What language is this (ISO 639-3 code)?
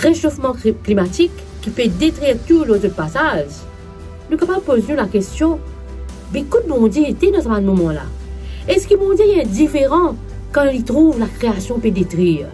mfe